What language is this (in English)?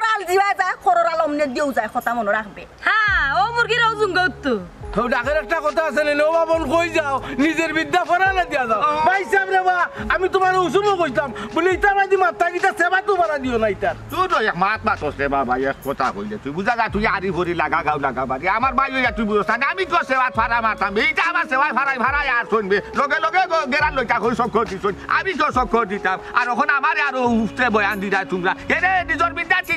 Sylheti